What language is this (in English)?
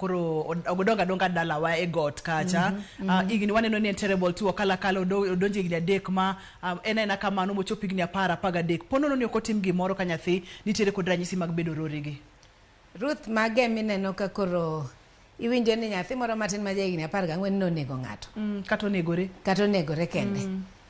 Luo (Kenya and Tanzania)